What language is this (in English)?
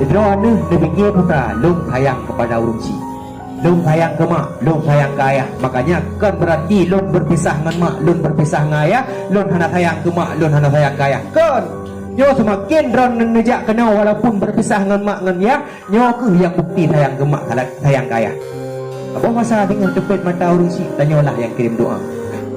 Achinese